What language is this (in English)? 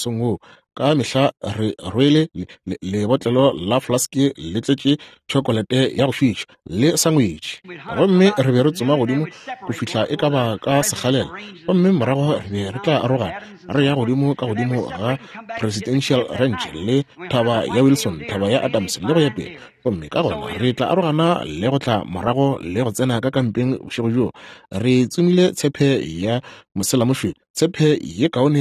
Northern Sotho